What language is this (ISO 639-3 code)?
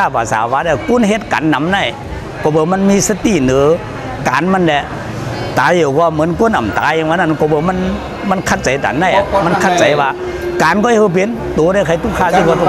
shn